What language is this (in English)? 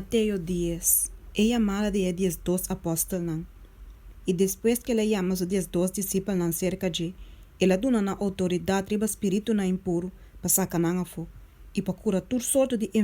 Papiamento